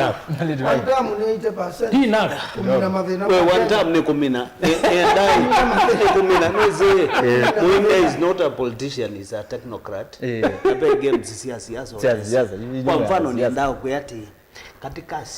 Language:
Kamba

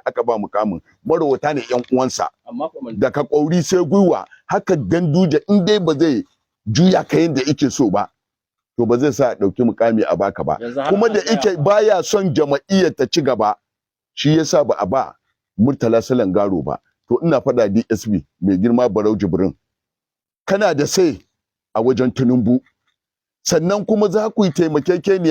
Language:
Hausa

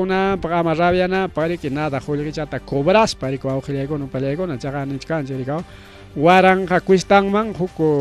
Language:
Ayacucho Quechua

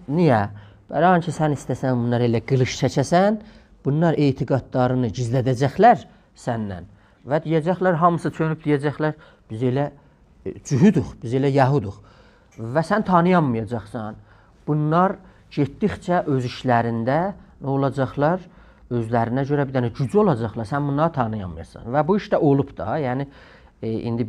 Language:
South Azerbaijani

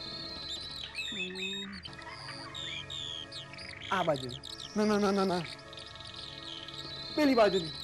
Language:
Gujarati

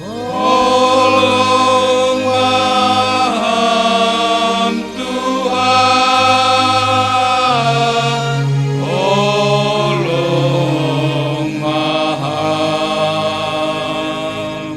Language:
Batak Simalungun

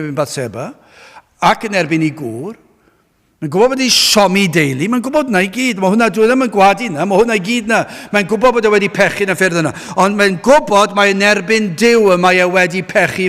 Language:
Welsh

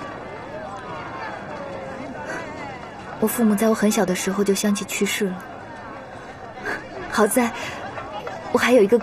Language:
Chinese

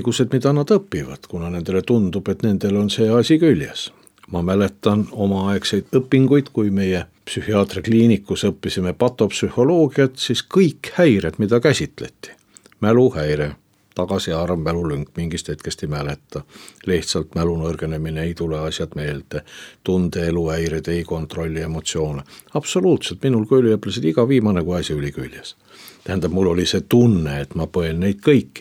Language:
Estonian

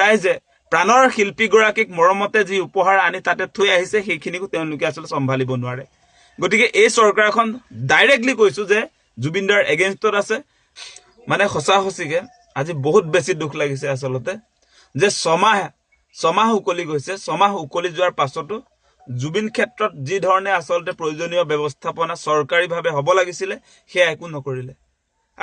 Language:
Assamese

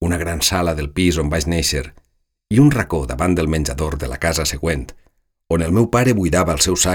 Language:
Catalan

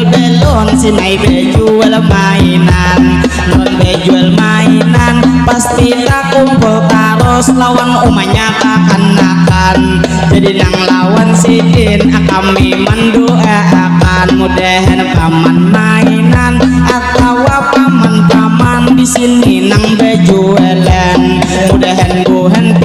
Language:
Banjar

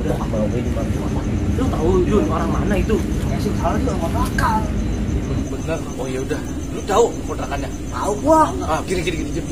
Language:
Betawi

